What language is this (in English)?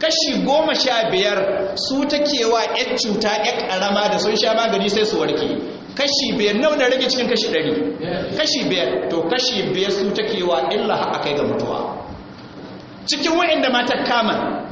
Hausa